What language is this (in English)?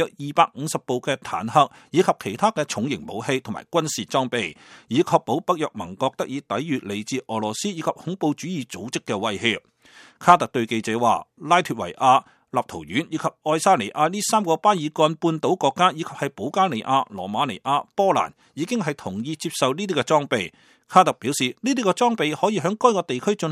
Cantonese